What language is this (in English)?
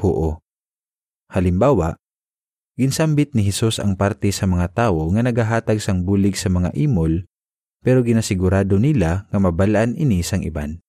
Hiligaynon